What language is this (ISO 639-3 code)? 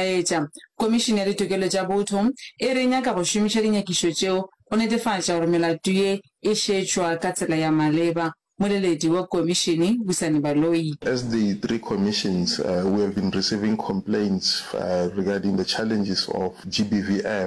nso